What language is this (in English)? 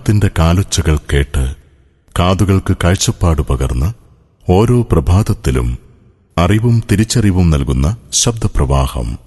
Malayalam